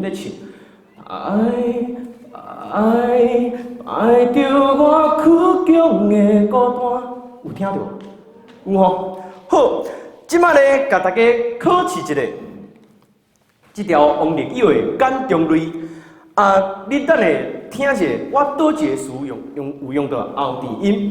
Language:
Min Nan Chinese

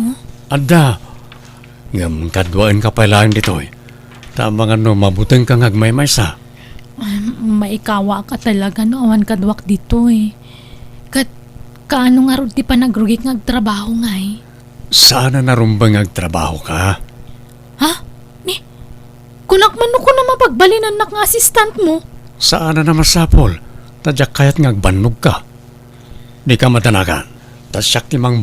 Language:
Iloko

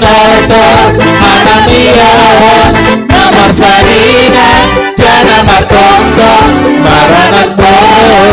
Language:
Batak Simalungun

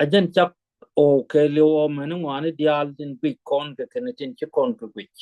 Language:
Nuer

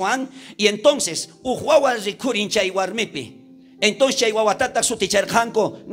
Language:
South Bolivian Quechua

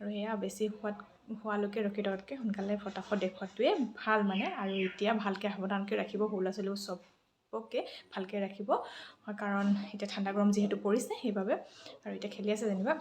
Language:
Assamese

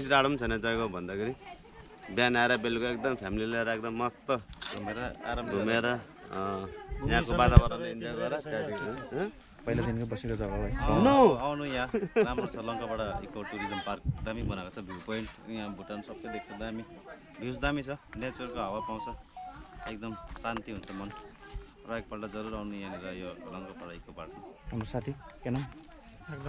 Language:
Nepali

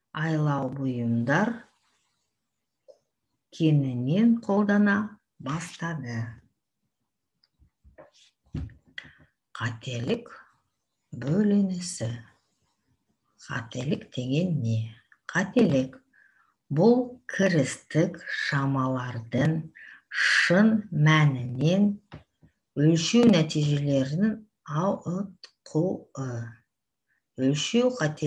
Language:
Kazakh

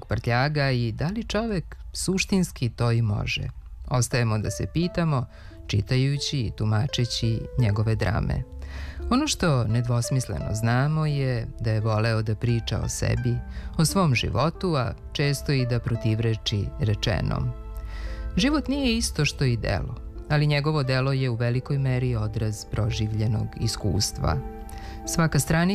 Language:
Serbian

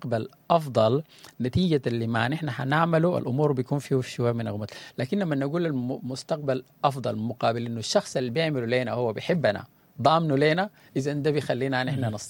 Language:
Sudanese Arabic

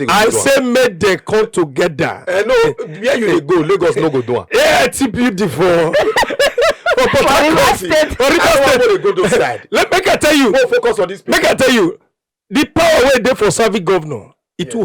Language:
Nigerian Pidgin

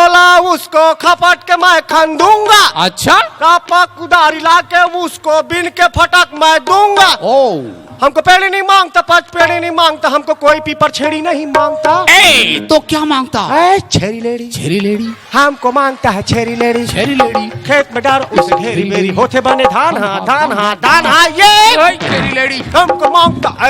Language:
Chhattisgarhi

